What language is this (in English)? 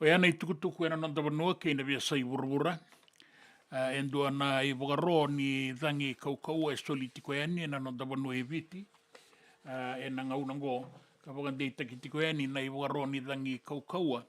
Fijian